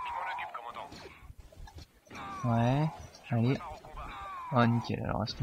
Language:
French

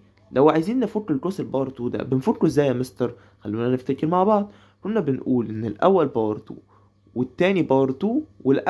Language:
Egyptian Arabic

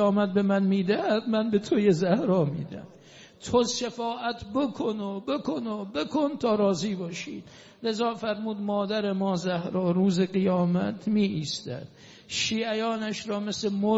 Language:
Persian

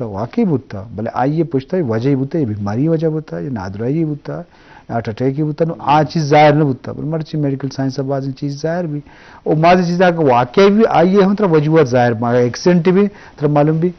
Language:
Eastern Balochi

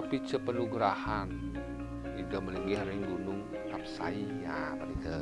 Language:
Balinese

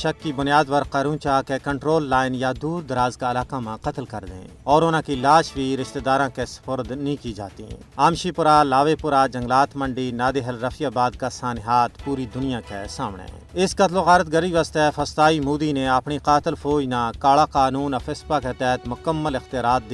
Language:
Gujari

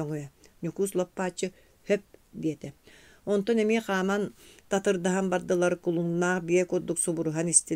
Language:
Yakut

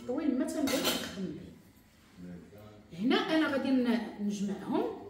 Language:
Moroccan Arabic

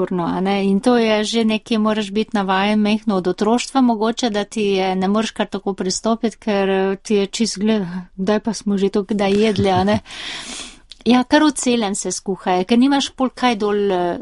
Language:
Slovenian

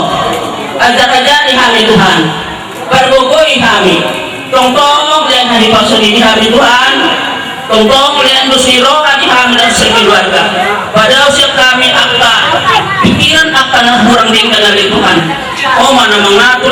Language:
Batak Toba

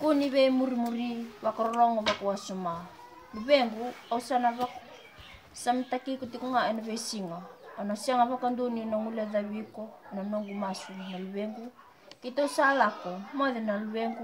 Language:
Fijian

